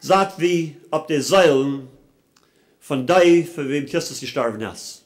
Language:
Plautdietsch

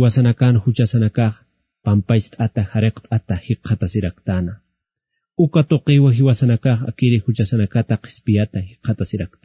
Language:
Aymara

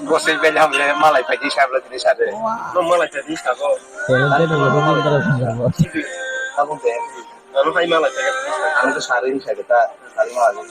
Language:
Kok Borok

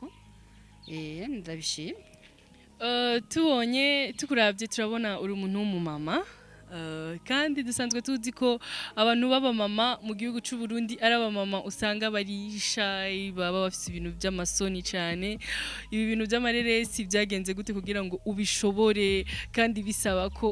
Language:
Rundi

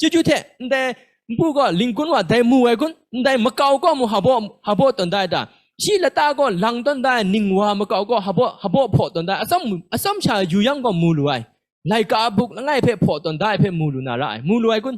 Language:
Kachin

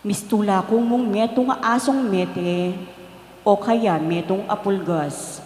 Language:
Pampanga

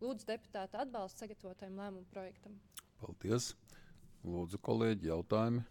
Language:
Latvian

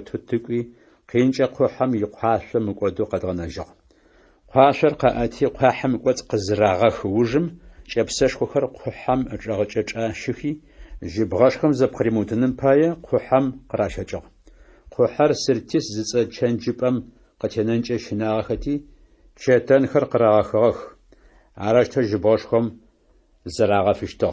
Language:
Adyghe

